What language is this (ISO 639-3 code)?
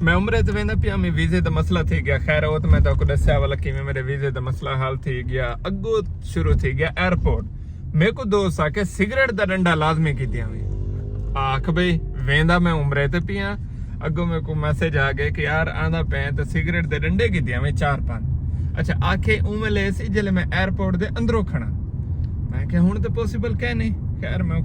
skr